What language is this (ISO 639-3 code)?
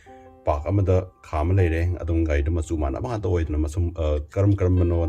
mni